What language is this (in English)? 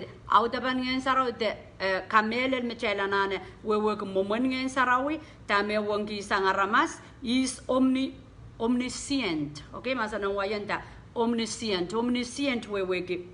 Pohnpeian